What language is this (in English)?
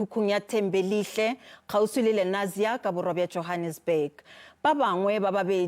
Northern Sotho